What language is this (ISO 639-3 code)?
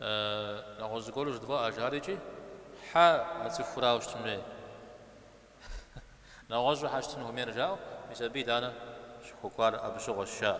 kbd